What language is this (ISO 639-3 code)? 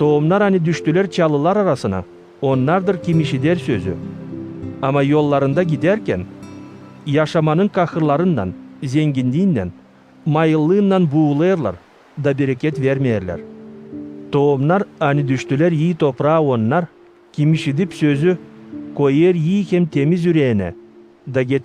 gag